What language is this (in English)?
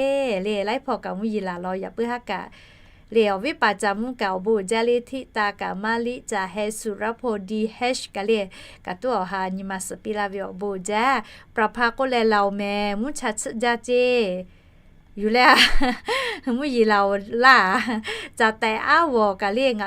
Lahu